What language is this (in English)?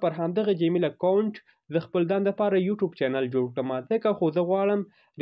Pashto